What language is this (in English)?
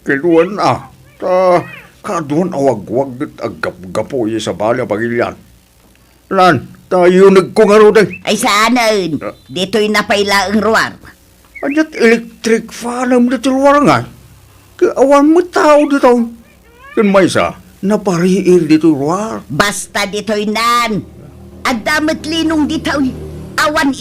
Iloko